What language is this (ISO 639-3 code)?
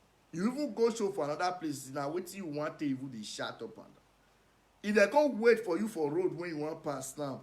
pcm